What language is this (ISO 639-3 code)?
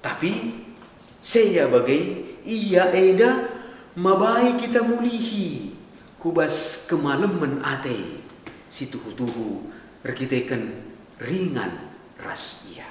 btx